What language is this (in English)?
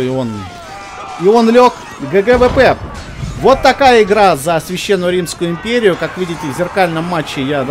Russian